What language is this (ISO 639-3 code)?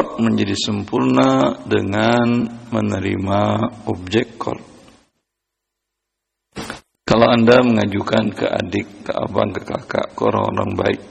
ind